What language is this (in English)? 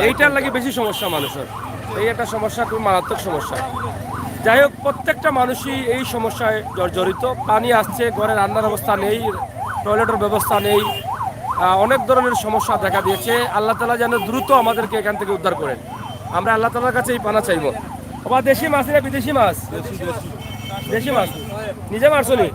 Sylheti